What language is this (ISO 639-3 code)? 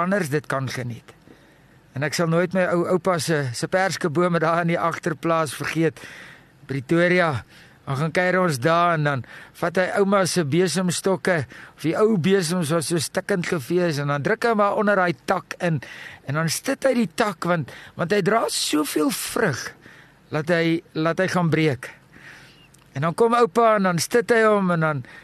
afr